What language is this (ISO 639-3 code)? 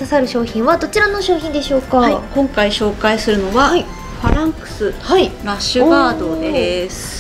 jpn